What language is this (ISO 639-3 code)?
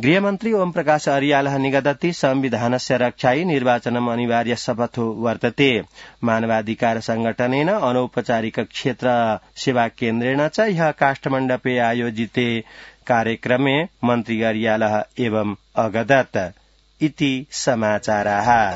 san